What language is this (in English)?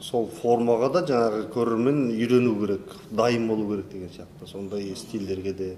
Kazakh